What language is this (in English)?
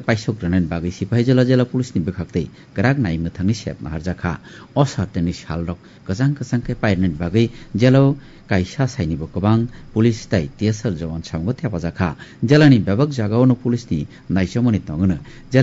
Kok Borok